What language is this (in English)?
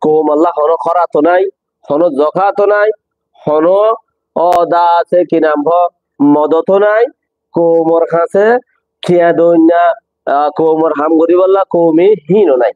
Rohingya